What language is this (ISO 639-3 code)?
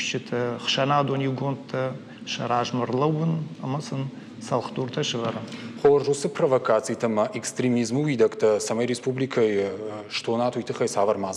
oss